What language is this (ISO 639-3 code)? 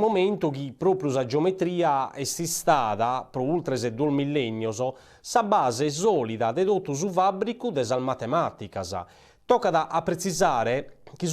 srd